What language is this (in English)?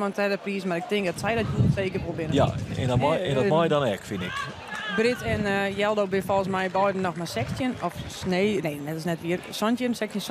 Western Frisian